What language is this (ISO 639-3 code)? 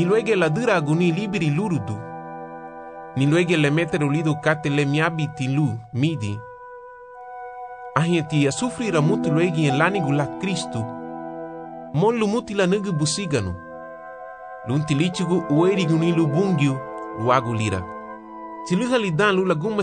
cab